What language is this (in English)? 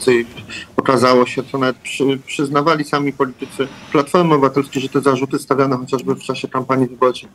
Polish